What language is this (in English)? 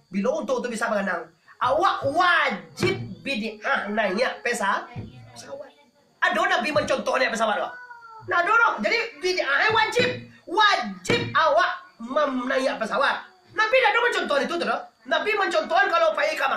Minangkabau